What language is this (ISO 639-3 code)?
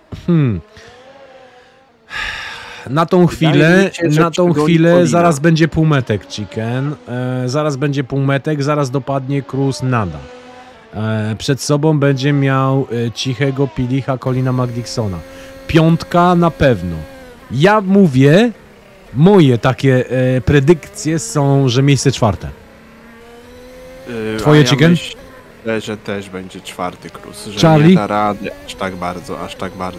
pol